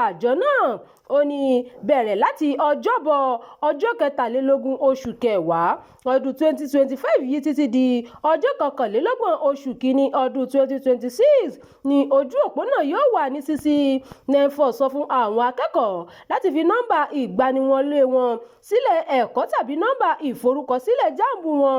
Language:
Yoruba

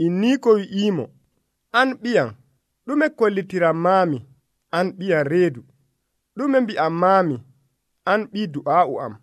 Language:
Nigerian Fulfulde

